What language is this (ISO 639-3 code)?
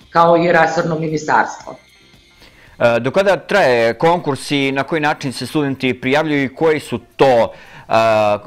srp